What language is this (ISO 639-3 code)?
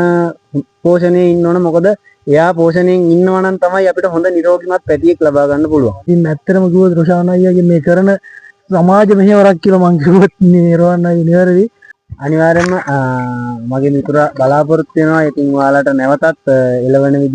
sin